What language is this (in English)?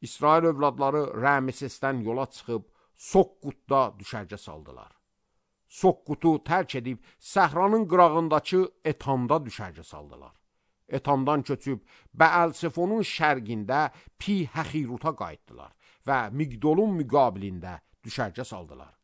Azerbaijani